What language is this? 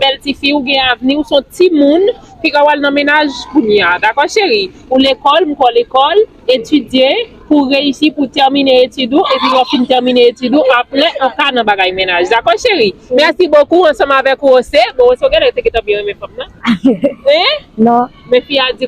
Haitian Creole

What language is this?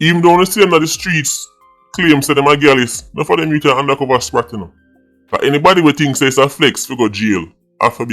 Jamaican Creole English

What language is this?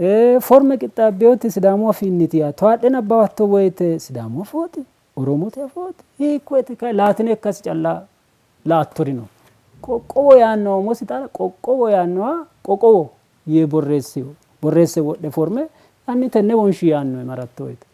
Sidamo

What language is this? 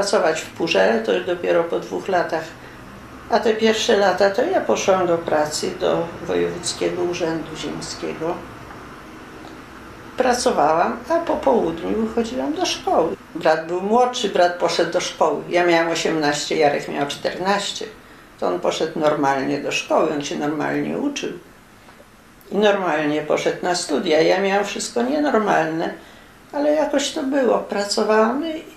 Polish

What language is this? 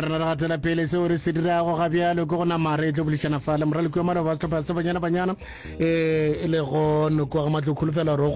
Northern Sotho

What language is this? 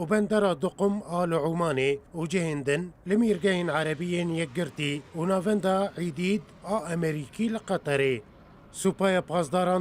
Kurdish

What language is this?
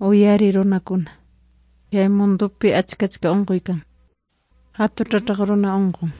Ayacucho Quechua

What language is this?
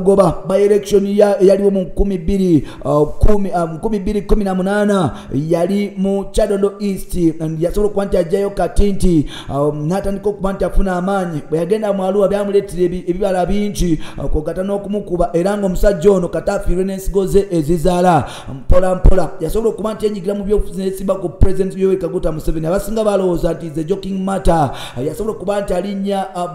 Ganda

